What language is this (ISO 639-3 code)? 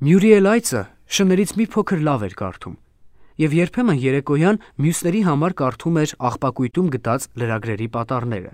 hye